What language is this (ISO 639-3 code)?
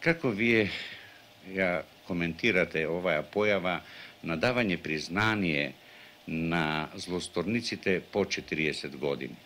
mkd